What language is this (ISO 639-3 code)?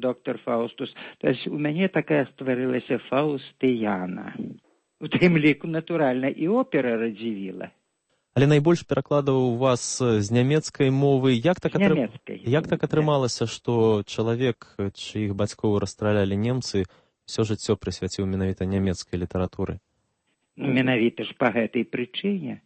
bel